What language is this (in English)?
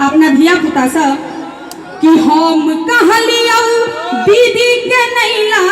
Maithili